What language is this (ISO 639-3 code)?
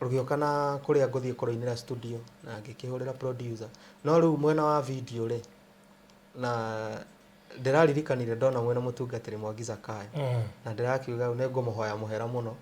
kik